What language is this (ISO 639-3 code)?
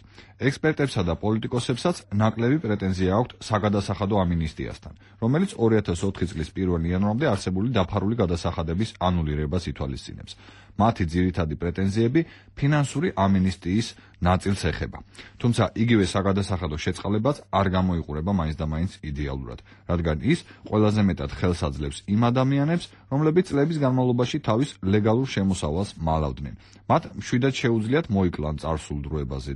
kat